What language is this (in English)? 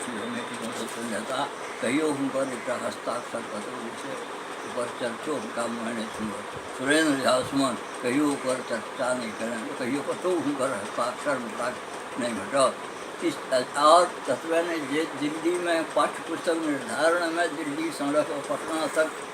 Maithili